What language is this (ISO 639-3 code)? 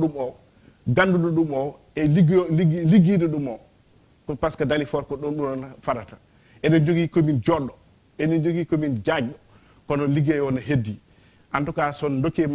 ful